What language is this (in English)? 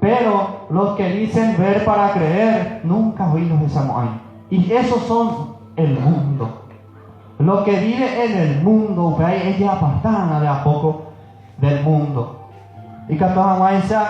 Guarani